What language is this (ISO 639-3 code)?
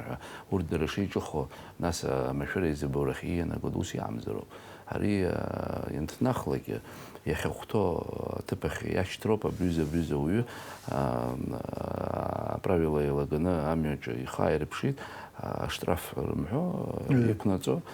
abk